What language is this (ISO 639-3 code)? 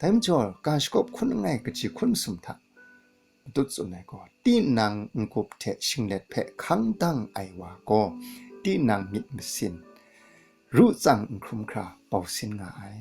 kac